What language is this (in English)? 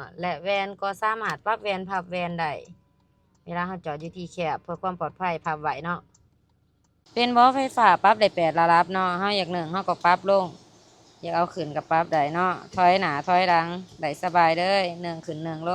Lao